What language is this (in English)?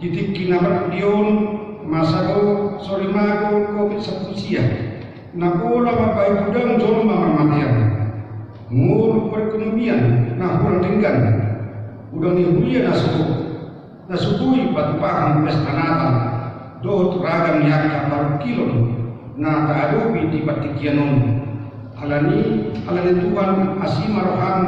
Batak Toba